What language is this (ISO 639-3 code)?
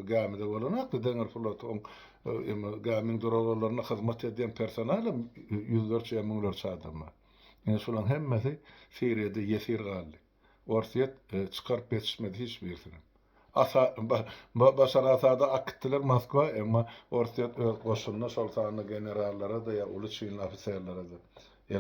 tuk